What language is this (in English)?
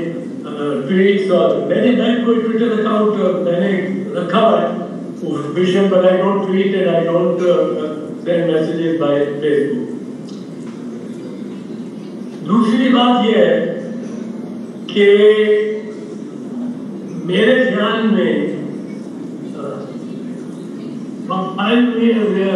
Urdu